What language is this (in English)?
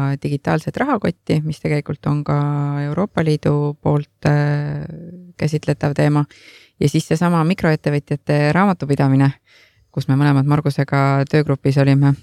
Estonian